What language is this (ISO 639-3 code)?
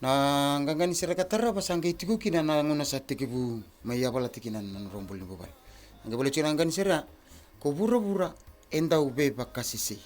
fij